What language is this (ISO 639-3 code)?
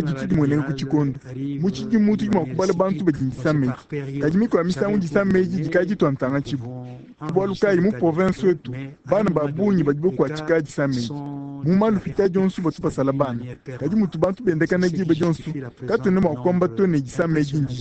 lua